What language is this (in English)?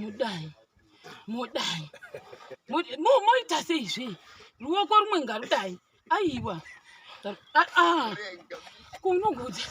Shona